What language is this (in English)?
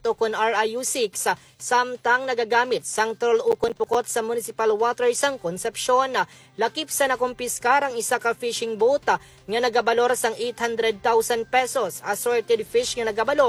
Hiligaynon